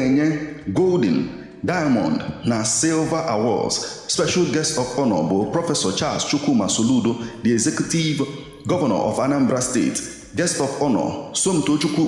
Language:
Igbo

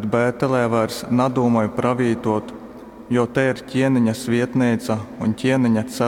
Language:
Latgalian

